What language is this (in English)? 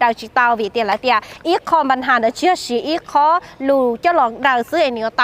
Hmong